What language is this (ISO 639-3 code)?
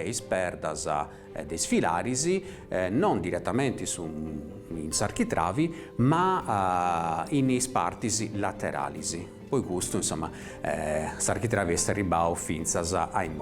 srd